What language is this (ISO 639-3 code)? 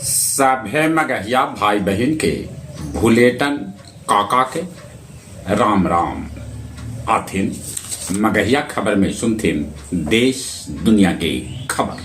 mag